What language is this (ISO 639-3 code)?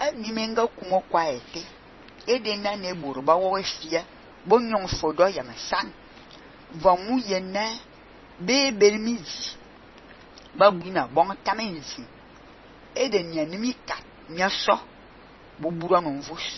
fan